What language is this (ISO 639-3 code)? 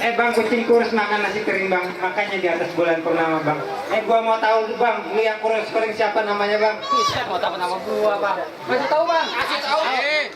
bew